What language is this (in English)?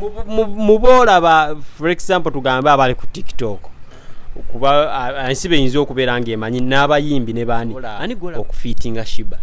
Ganda